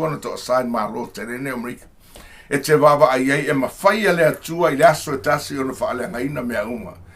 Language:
Samoan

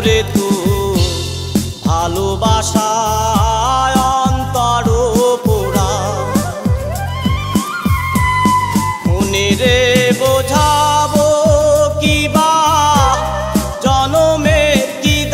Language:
Bangla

